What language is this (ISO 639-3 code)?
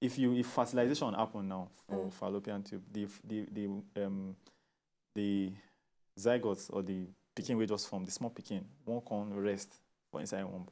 pcm